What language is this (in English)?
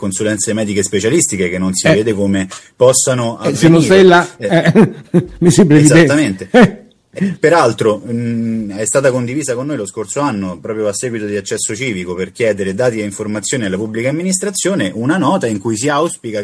Italian